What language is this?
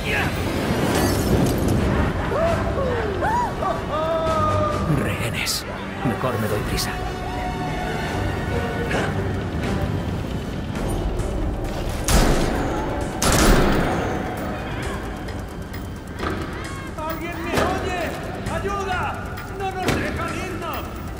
Spanish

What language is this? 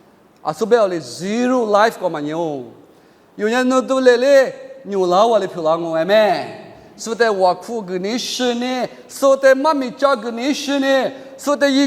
Lisu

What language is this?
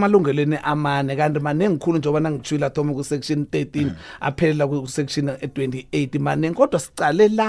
South Ndebele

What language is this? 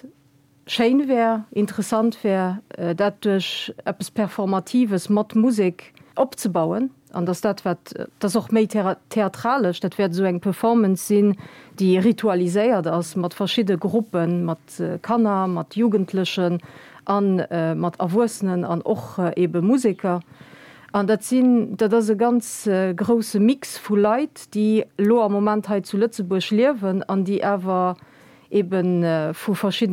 Luxembourgish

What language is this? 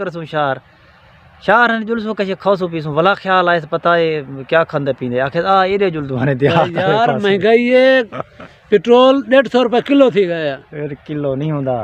Saraiki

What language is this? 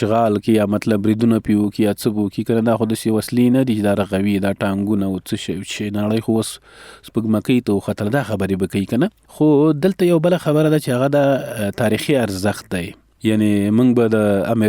Pashto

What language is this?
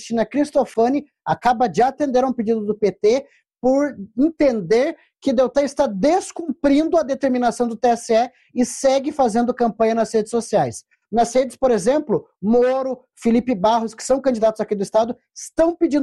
Portuguese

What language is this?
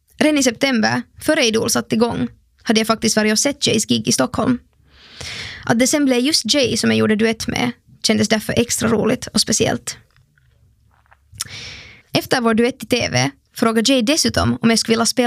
Swedish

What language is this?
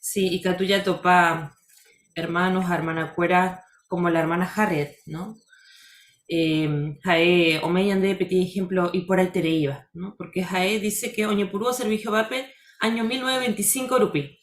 Guarani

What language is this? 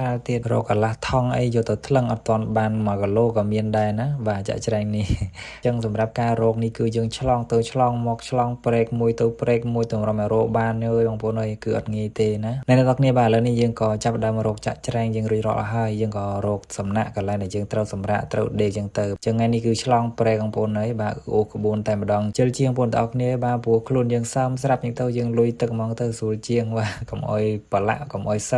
Khmer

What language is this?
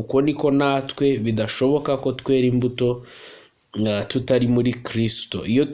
Kinyarwanda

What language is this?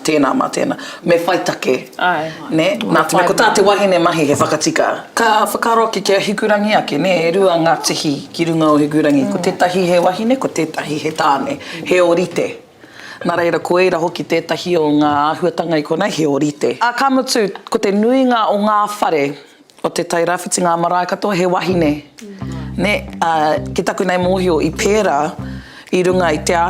Māori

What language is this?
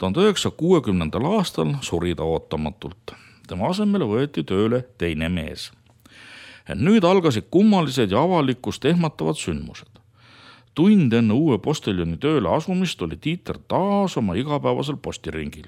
Estonian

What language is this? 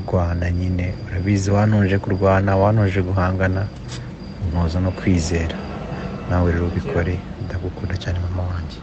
Kinyarwanda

